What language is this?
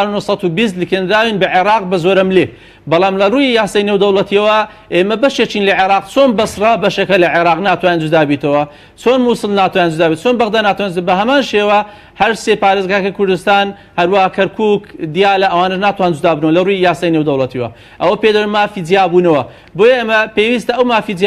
Central Kurdish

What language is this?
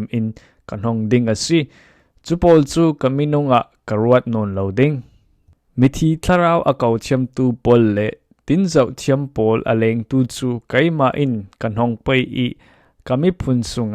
Falam Chin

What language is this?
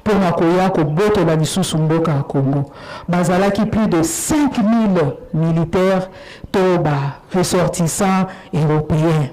Lingala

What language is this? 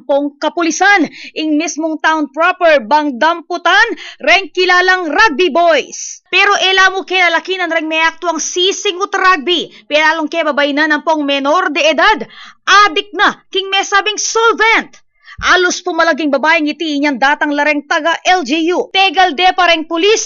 Pampanga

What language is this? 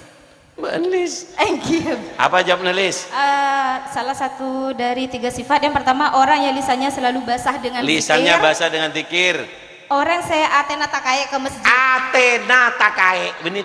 Madurese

